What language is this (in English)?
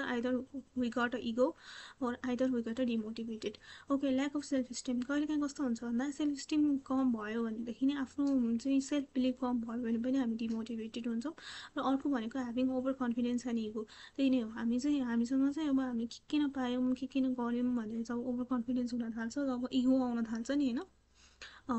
Nepali